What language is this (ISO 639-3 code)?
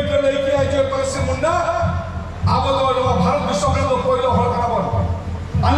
sat